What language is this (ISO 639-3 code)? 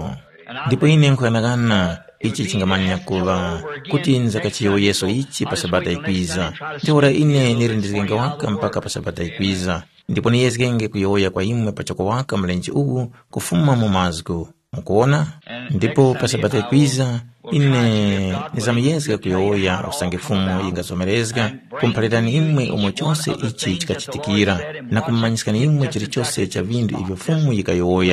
tum